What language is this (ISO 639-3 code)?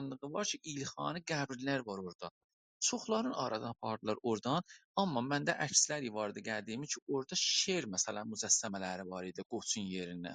azb